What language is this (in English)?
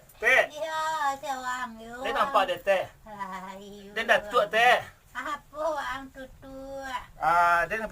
Minangkabau